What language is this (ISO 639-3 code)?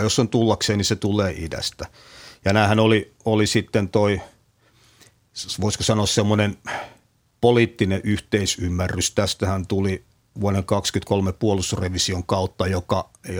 fin